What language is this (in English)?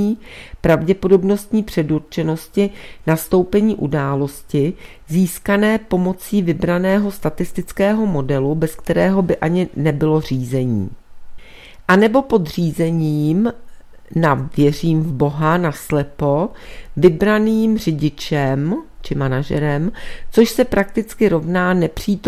Czech